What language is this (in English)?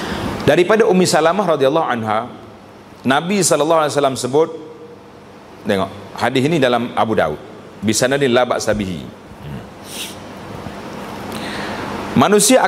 Malay